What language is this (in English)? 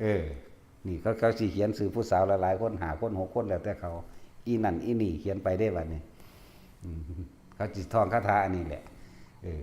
Northeastern Thai